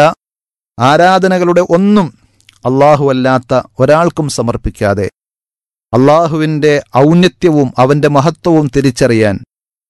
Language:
Malayalam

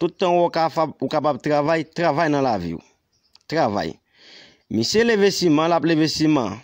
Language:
Haitian Creole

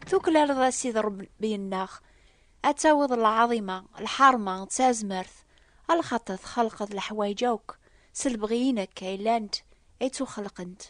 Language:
Kabyle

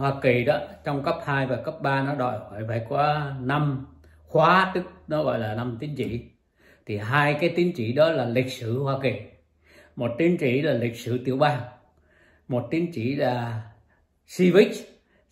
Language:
Vietnamese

